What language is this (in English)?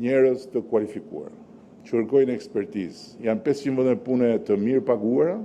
Albanian